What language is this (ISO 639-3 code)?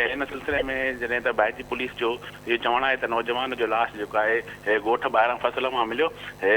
snd